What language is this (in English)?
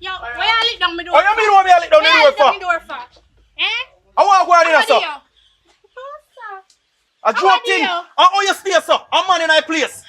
Jamaican Creole English